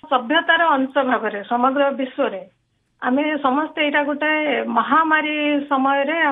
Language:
Odia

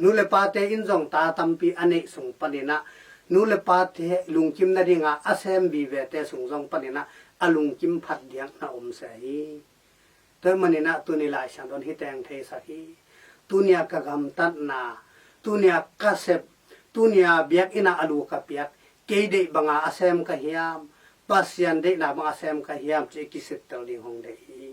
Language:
Tedim Chin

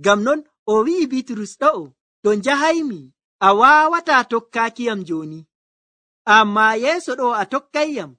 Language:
Nigerian Fulfulde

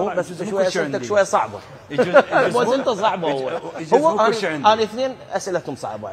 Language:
Mesopotamian Arabic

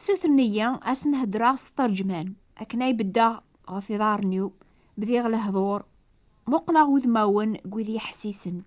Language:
Kabyle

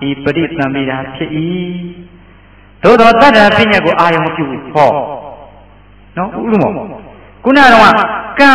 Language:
Burmese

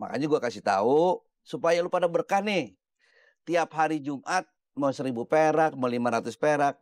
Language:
Betawi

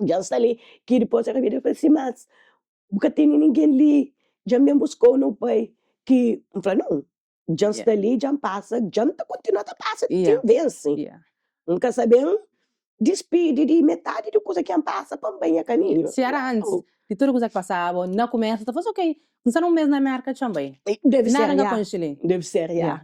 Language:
Kabuverdianu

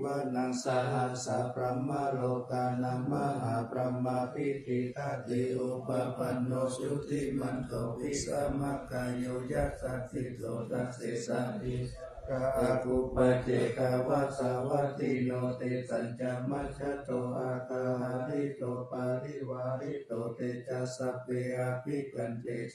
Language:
Pali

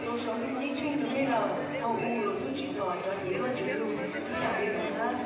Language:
Hmong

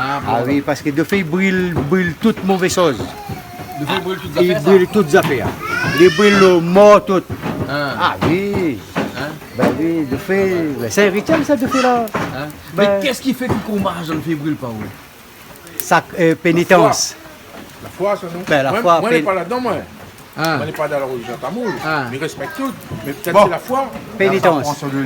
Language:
Réunion Creole French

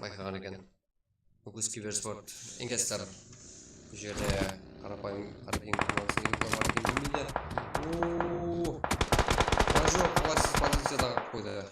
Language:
Kara-Kalpak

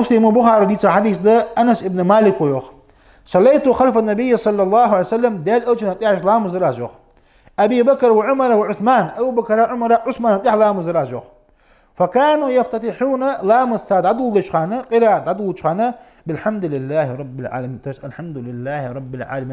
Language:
Ingush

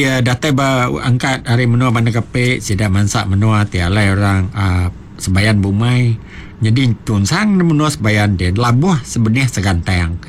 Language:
Iban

